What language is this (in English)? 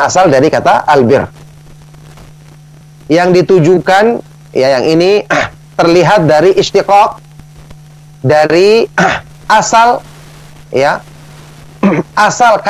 Indonesian